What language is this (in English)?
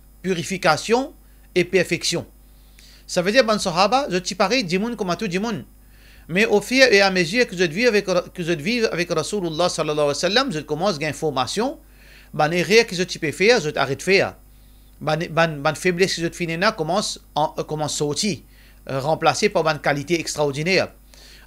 Morisyen